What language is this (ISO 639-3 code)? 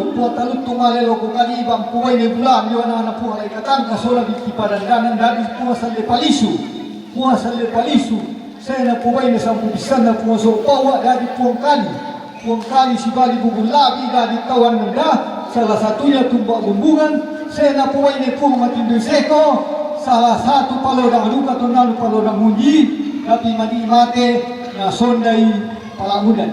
sda